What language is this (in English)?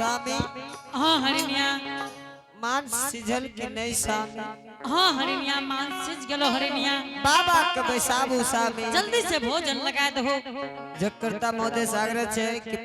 Angika